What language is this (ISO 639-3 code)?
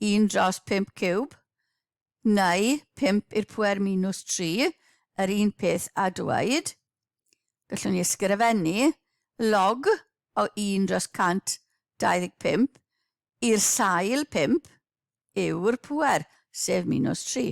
cym